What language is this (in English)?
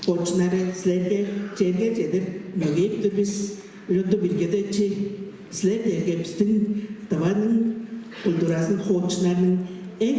Tuvinian